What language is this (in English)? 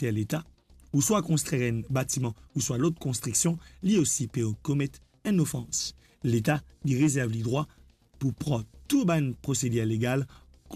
Morisyen